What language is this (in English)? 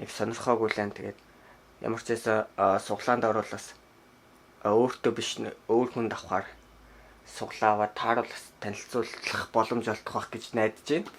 Mongolian